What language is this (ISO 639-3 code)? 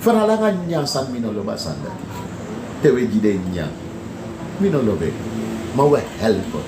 srn